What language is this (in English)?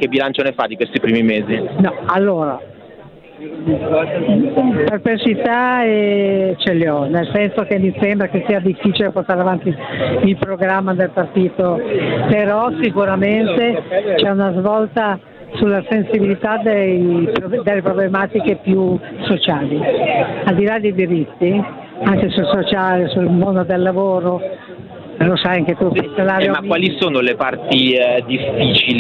Italian